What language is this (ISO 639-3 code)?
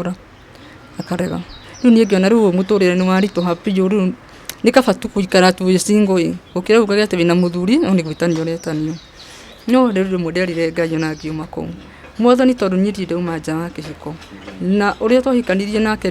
kik